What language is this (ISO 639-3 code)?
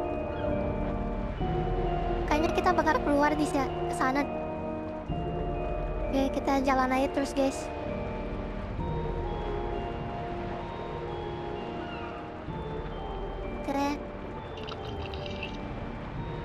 ind